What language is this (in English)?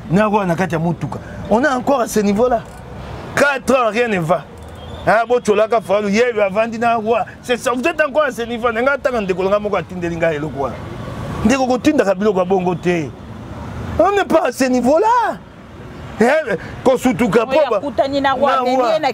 Lingala